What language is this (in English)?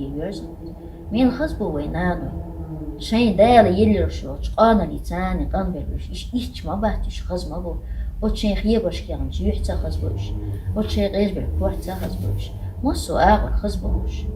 Chechen